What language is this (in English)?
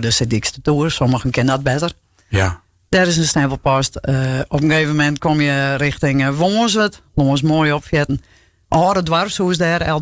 Western Frisian